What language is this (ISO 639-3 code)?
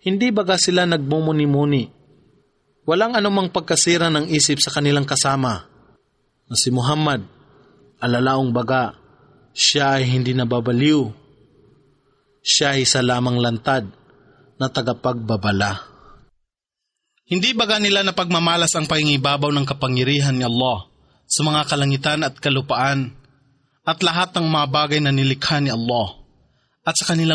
fil